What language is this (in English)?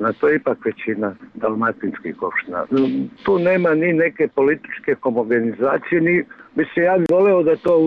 Serbian